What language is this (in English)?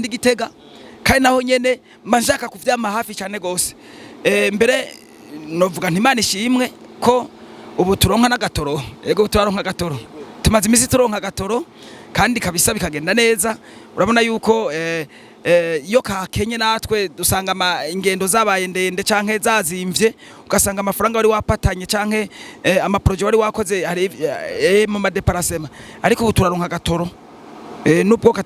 Rundi